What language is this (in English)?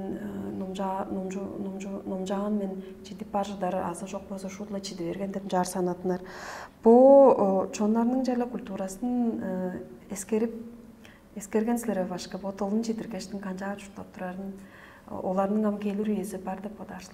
Tuvinian